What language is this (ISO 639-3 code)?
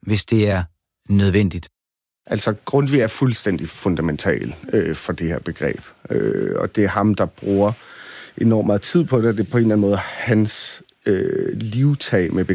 dan